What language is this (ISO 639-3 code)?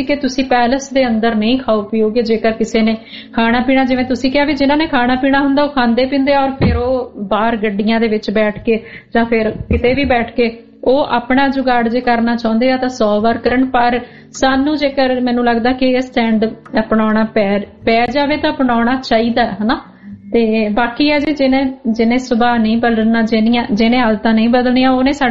pan